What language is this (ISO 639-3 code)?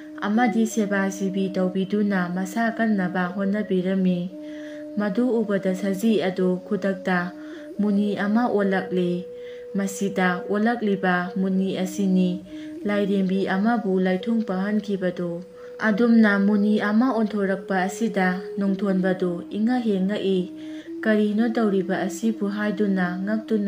mni